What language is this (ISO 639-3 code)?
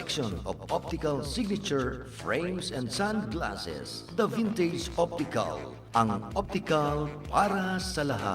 bik